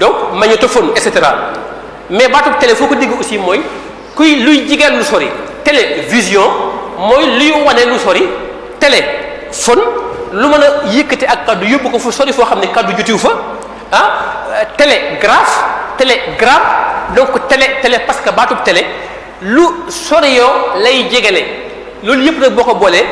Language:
Wolof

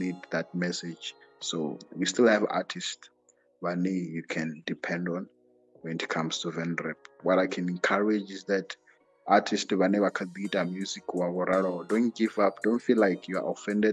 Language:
Venda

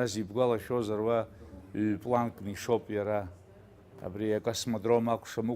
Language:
Abkhazian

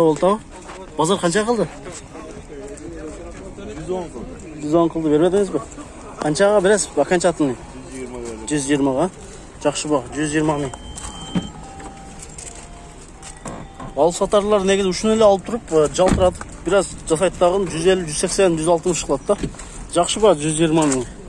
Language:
Kyrgyz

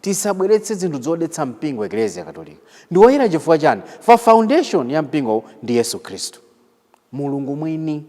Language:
Nyanja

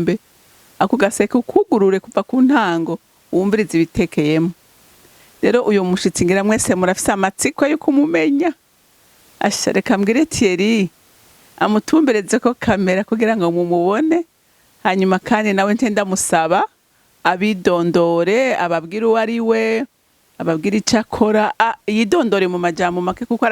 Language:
Rundi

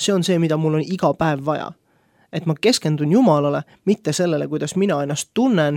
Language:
Estonian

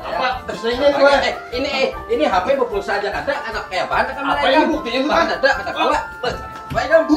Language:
Banjar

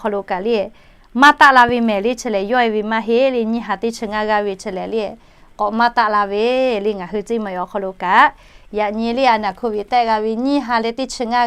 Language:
Lahu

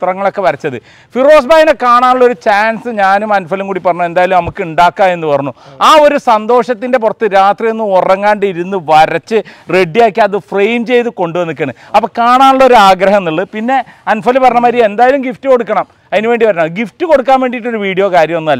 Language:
Malayalam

